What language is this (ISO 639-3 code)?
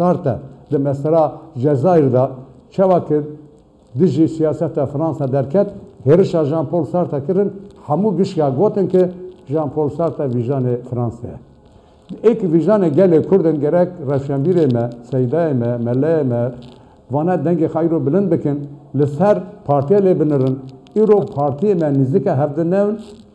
kur